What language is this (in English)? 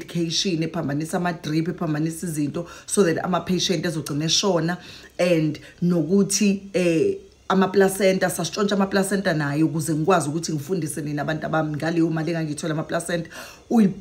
Zulu